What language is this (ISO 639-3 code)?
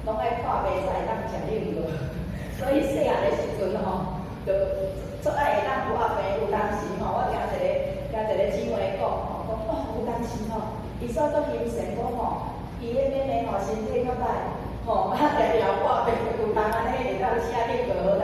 nan